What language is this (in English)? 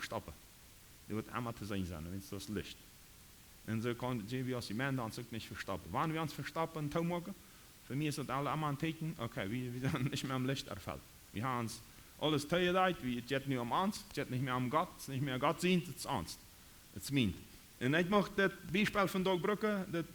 Plautdietsch